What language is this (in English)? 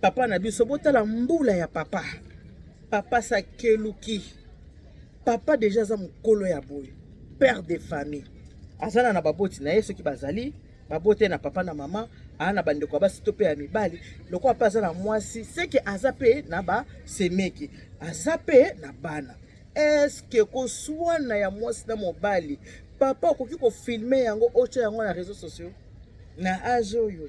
Lingala